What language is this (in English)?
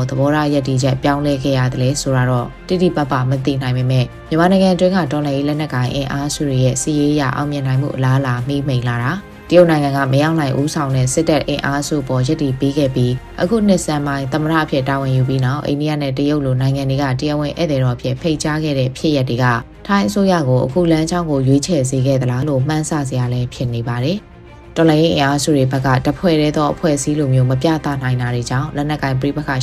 Burmese